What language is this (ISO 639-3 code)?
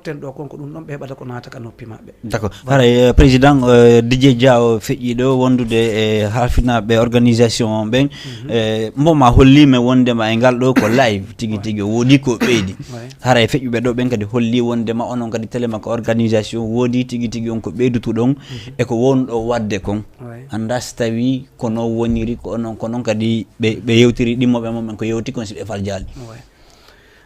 ful